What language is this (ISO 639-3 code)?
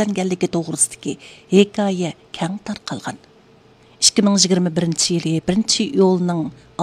uig